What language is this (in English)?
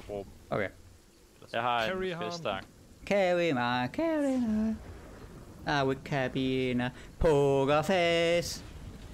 Danish